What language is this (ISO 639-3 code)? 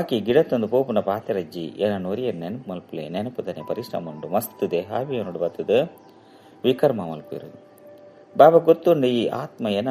tcy